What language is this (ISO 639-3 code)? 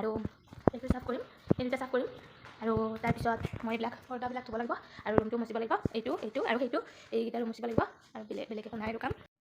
asm